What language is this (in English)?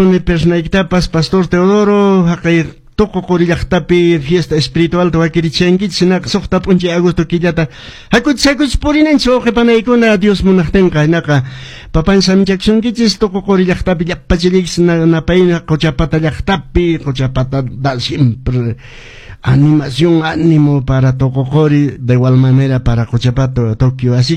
Quechua